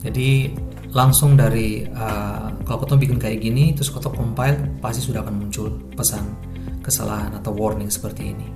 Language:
Ambonese Malay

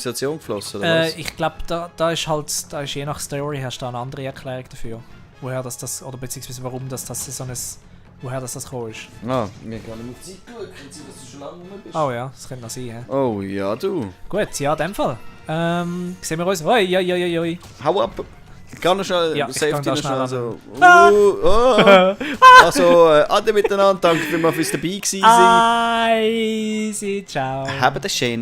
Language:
Swiss German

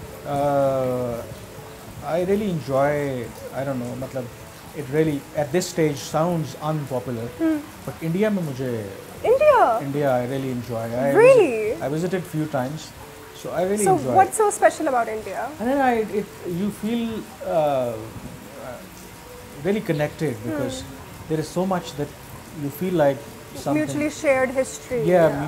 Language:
Urdu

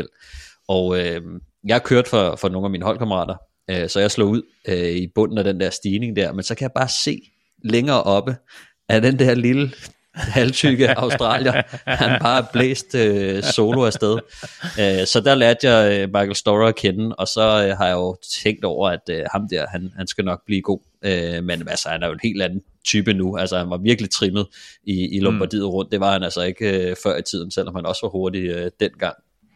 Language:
Danish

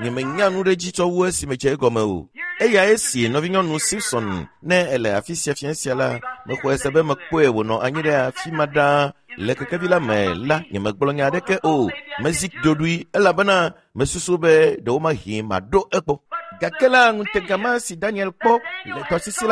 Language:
Ewe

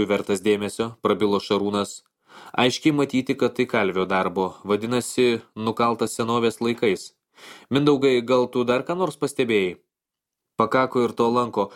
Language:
Lithuanian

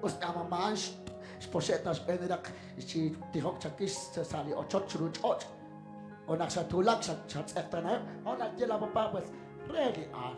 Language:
Kekchí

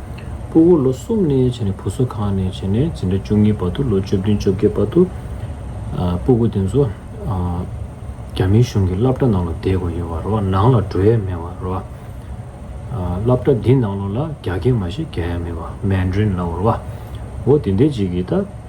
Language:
Tibetan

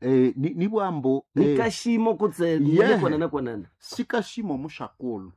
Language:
Nande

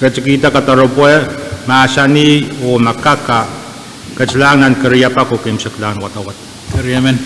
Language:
Pohnpeian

